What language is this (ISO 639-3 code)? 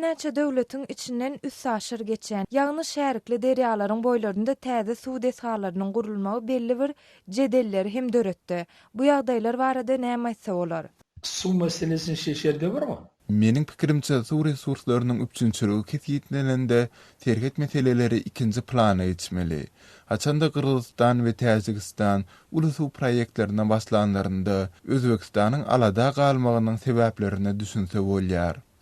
tuk